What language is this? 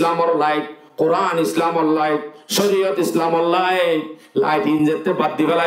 Rohingya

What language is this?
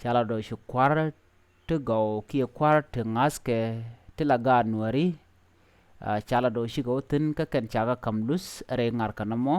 Nuer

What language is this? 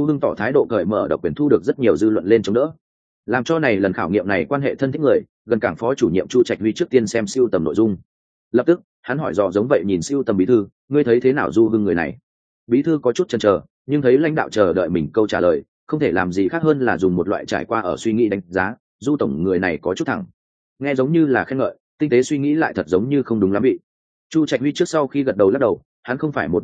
Vietnamese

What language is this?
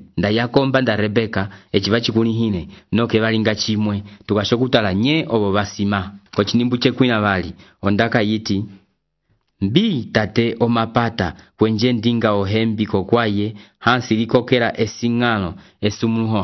Umbundu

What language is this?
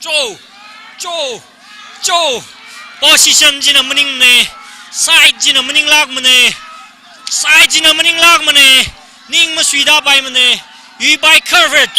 Tangkhul Naga (India)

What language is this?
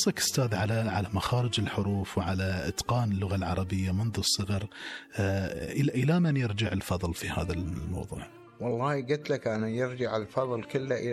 Gulf Arabic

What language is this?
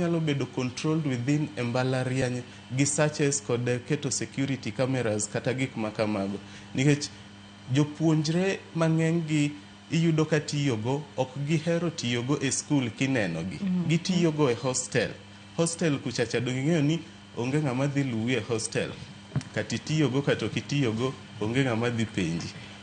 Luo (Kenya and Tanzania)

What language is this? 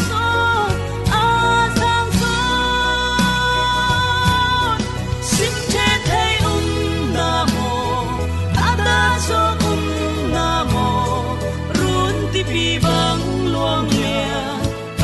Falam Chin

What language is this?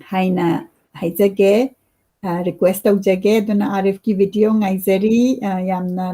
Manipuri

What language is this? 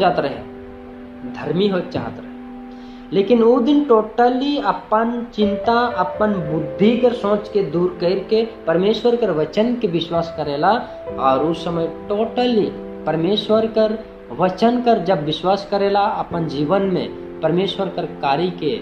Sadri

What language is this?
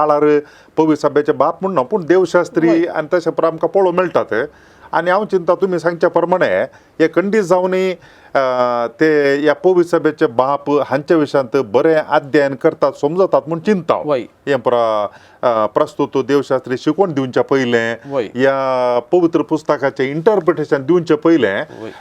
Konkani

